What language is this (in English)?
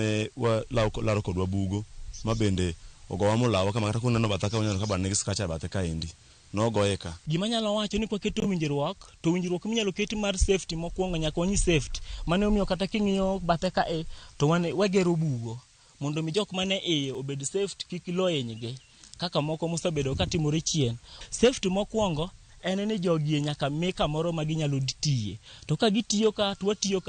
Luo (Kenya and Tanzania)